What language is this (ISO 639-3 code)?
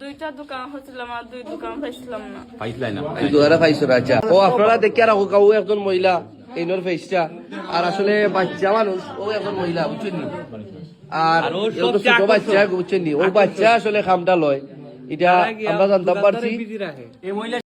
syl